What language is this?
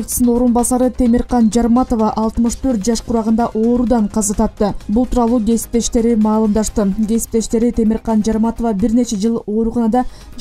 Kyrgyz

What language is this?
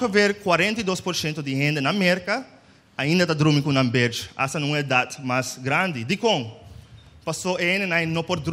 Papiamento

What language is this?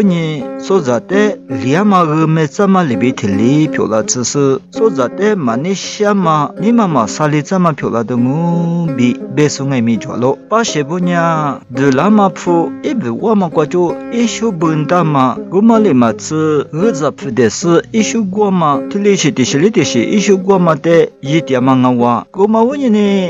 Lisu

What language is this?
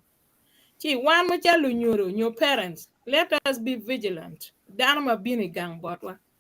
Acoli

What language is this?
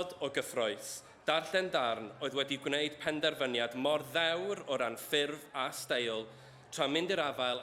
Welsh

